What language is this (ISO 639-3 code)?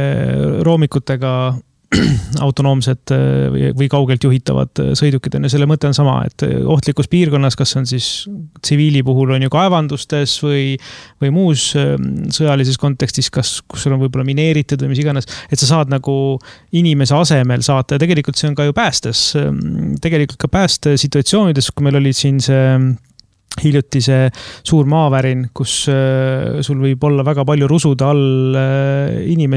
est